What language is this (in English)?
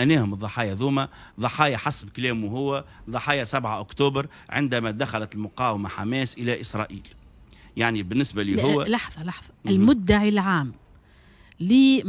Tunisian Arabic